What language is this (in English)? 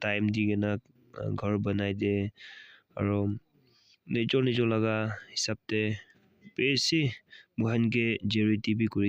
Naga Pidgin